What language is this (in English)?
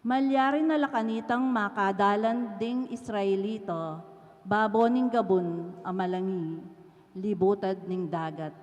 Pampanga